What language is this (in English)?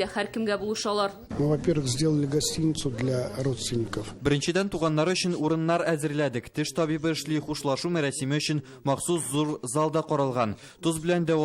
Tatar